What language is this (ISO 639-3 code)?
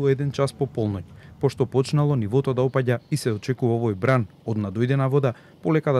mkd